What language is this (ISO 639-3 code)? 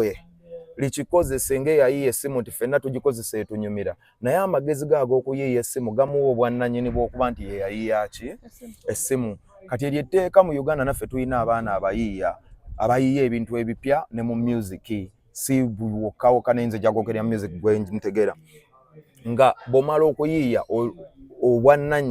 lug